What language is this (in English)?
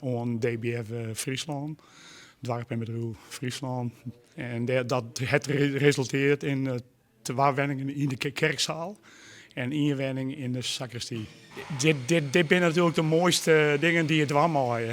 Western Frisian